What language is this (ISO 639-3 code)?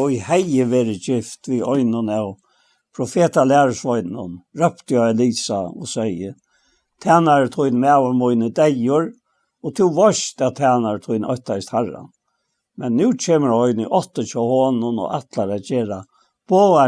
fao